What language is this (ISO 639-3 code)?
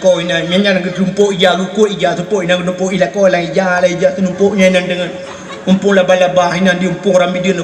ace